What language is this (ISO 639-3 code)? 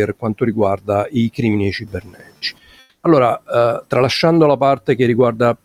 ita